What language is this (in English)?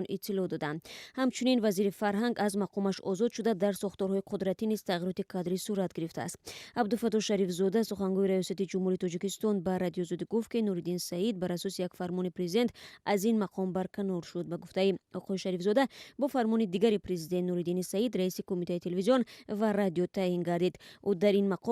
Tajik